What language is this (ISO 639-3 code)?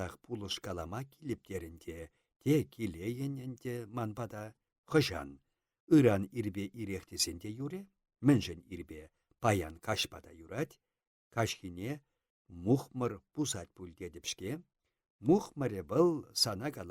chv